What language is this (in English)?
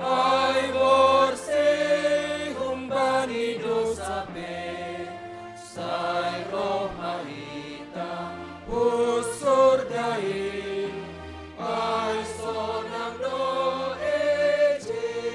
Batak Simalungun